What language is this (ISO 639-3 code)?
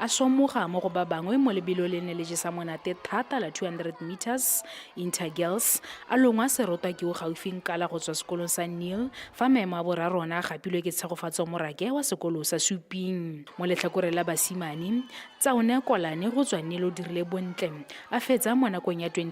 tsn